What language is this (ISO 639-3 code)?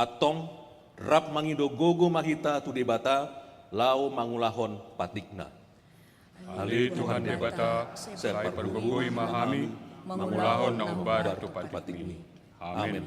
bbc